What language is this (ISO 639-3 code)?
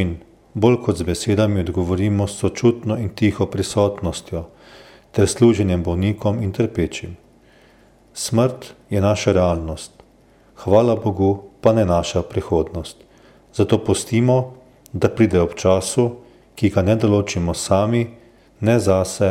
slv